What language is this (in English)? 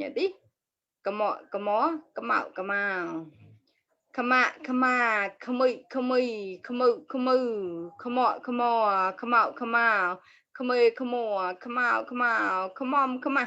Mon